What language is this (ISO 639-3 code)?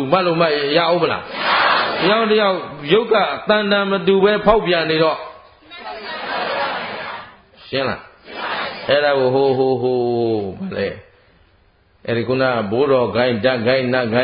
mya